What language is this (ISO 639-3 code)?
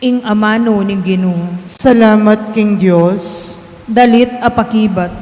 pam